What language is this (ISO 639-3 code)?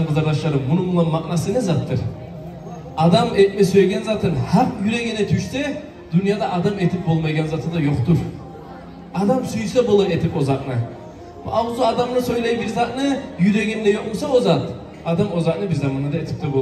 kum